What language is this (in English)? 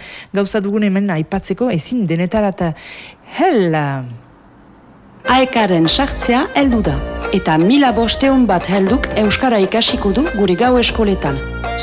Basque